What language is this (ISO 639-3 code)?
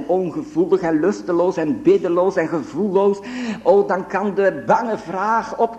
nld